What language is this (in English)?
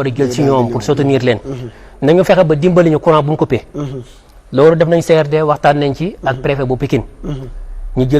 Wolof